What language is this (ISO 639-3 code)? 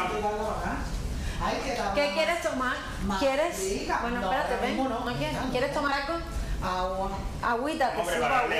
spa